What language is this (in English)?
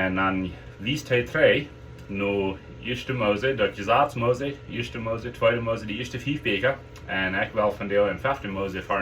Plautdietsch